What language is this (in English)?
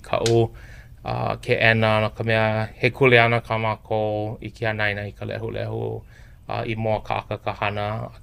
Hawaiian